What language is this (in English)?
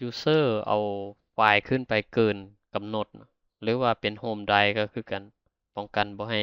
Lao